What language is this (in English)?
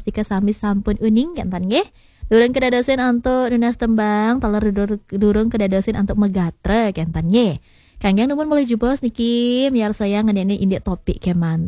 Balinese